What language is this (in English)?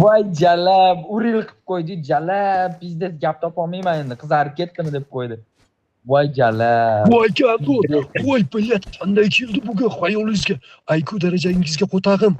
Uzbek